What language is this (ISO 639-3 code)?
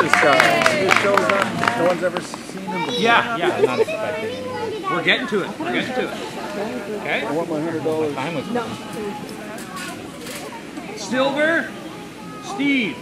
eng